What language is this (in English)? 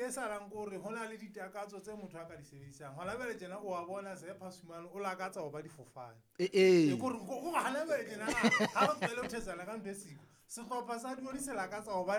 Southern Sotho